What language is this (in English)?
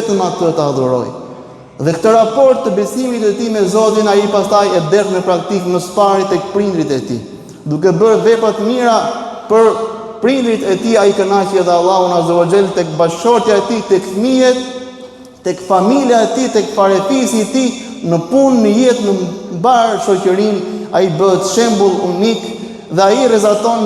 Albanian